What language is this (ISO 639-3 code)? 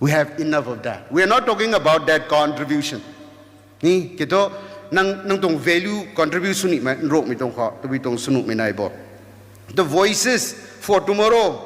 nbu